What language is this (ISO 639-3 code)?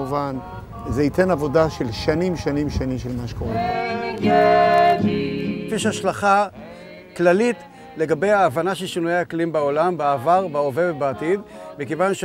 heb